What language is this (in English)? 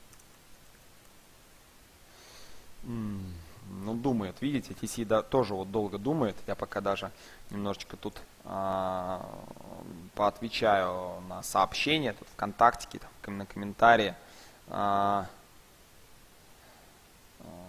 Russian